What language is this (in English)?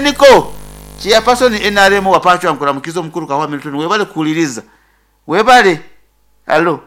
Nyoro